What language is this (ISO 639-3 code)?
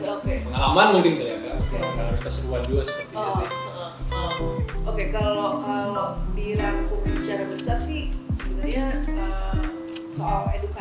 ind